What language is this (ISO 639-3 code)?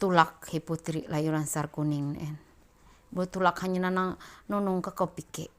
mhy